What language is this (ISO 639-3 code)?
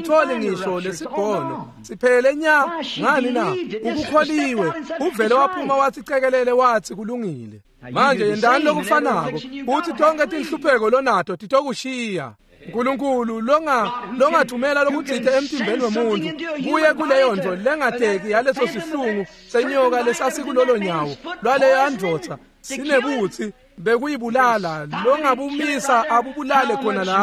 ssw